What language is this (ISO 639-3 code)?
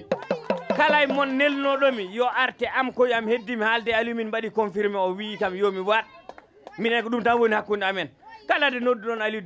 ful